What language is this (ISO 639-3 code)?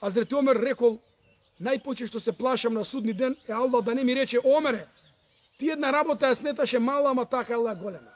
mkd